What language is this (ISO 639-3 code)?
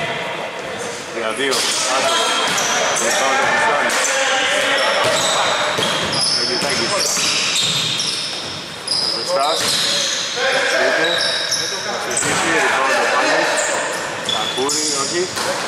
ell